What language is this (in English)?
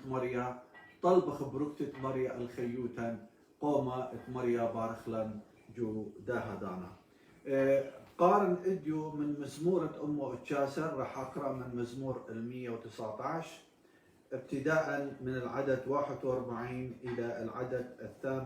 Assyrian Neo-Aramaic